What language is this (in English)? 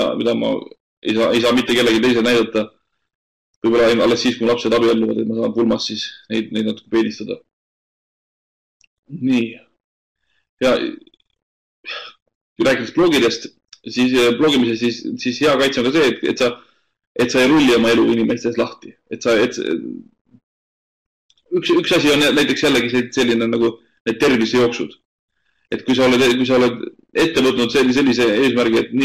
Estonian